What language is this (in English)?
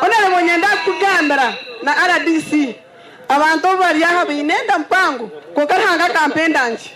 Nyankole